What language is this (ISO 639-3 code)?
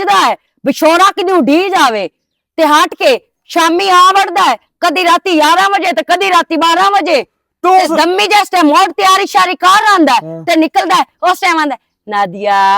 lah